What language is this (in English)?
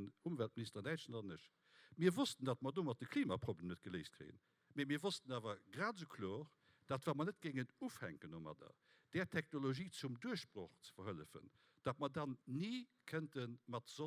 Luxembourgish